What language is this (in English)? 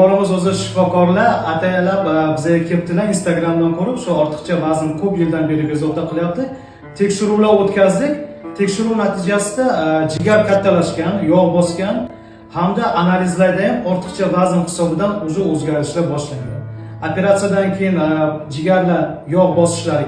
Uzbek